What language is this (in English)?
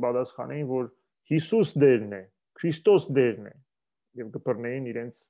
Western Armenian